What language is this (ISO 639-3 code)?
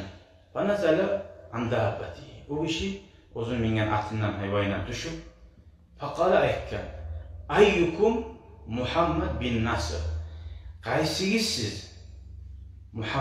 kum